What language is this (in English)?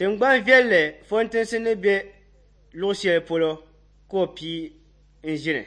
Dagbani